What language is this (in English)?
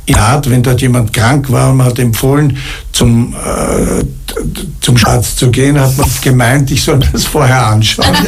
German